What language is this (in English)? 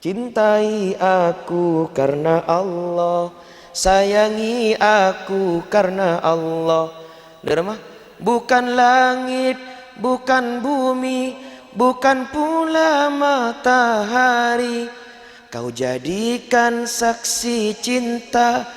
Madurese